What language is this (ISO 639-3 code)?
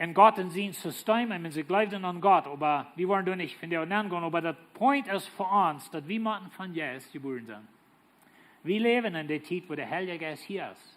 pdt